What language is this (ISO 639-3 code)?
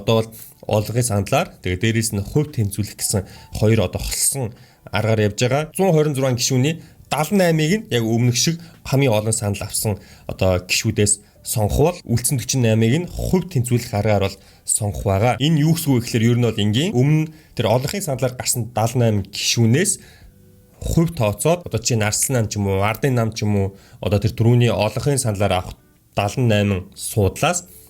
mon